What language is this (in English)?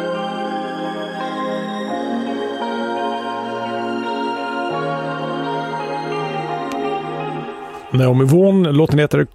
Swedish